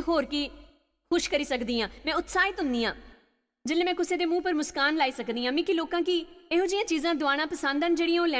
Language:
Dogri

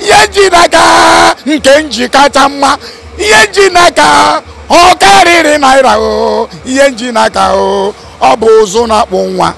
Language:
Igbo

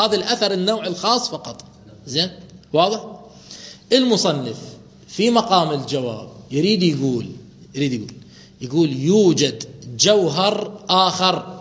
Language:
Mesopotamian Arabic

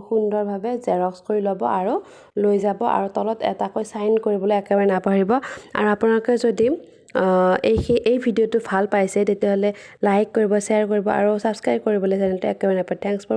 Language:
Assamese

